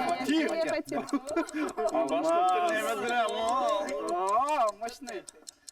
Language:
Bashkir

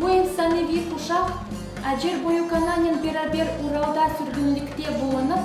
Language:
Crimean Tatar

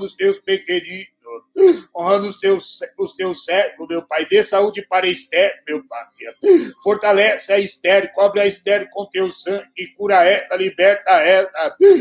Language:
Portuguese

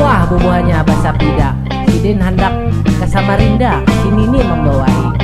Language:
Banjar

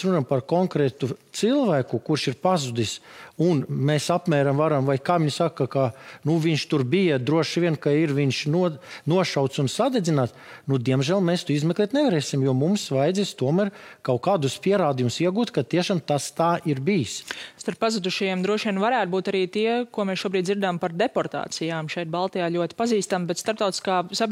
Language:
Latvian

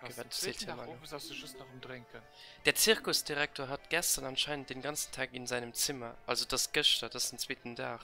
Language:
Luxembourgish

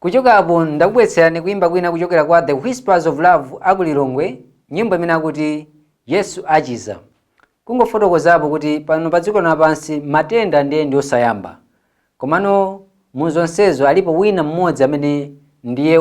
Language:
Nyanja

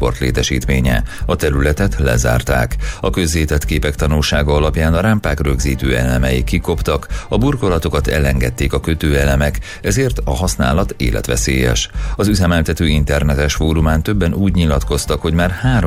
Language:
Hungarian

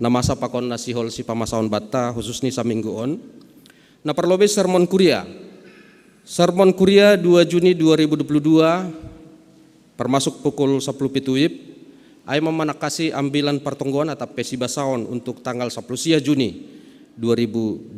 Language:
Batak Simalungun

